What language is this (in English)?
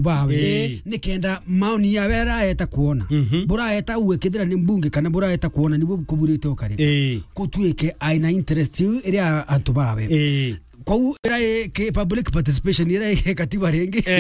Meru